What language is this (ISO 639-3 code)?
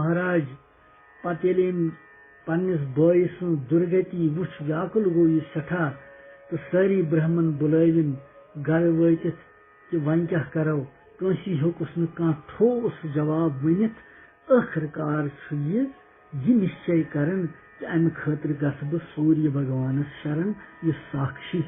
kas